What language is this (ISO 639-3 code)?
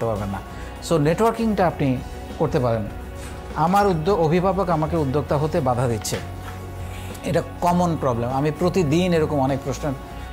ben